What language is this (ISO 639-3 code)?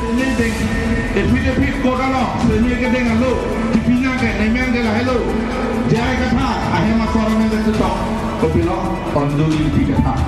mjw